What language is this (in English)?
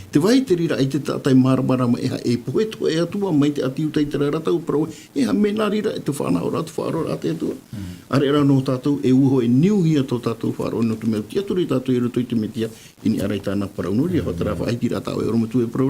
Tahitian